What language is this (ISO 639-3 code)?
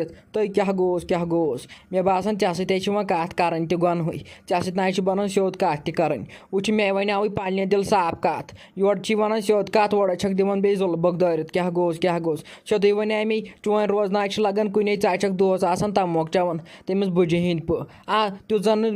kas